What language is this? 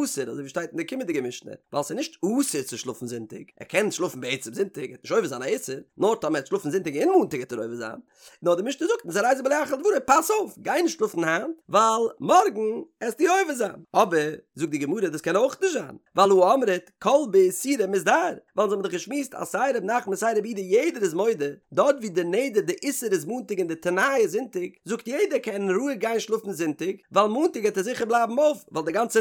Yiddish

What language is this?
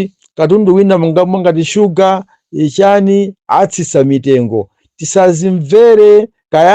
Nyanja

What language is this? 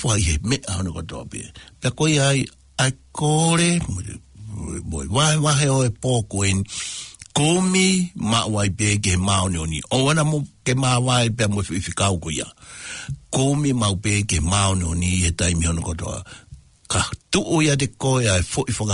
Tongan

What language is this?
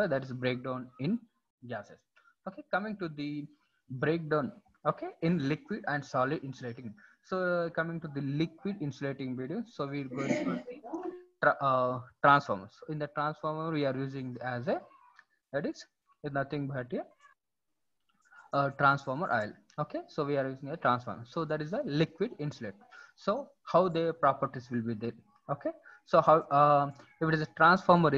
English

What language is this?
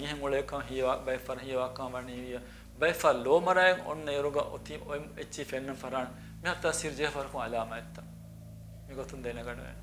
Divehi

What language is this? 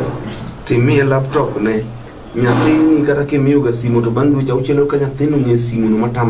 Luo (Kenya and Tanzania)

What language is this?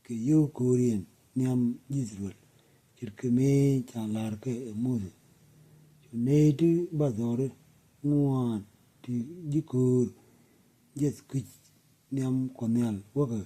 Nuer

